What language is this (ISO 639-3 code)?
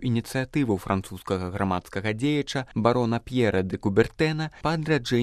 bel